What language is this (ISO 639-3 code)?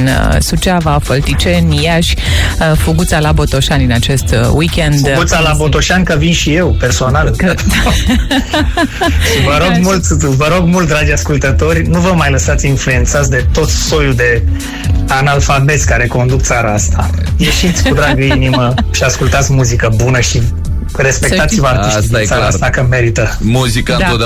ron